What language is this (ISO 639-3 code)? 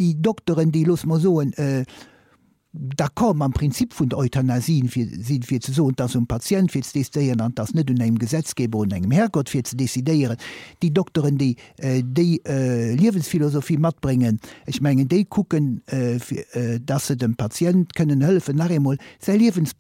ltz